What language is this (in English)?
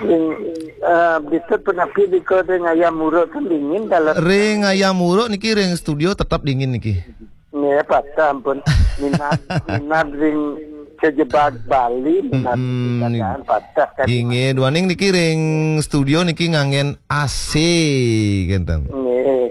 Balinese